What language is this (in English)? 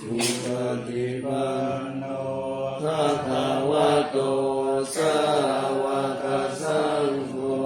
Pali